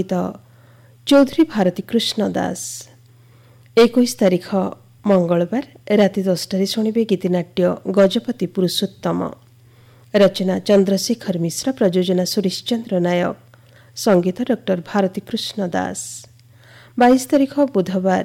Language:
Odia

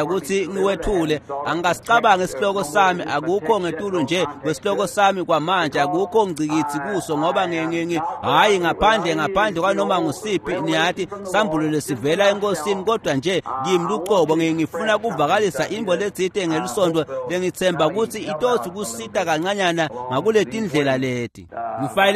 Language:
Swati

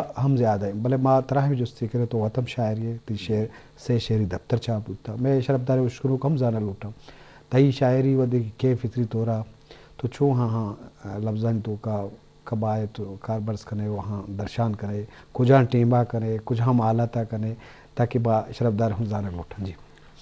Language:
Eastern Balochi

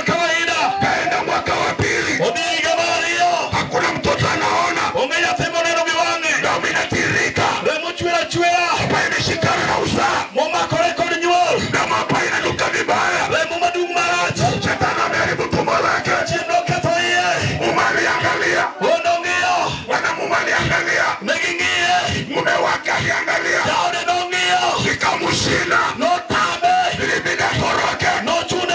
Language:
Luo (Kenya and Tanzania)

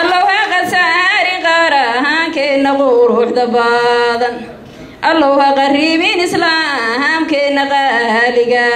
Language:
Somali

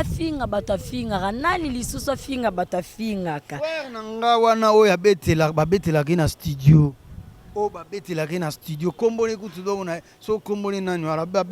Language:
Lingala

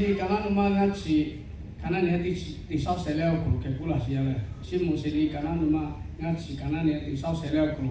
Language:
Lahu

